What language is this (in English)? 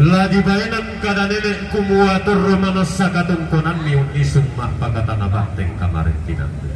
Toraja-Sa'dan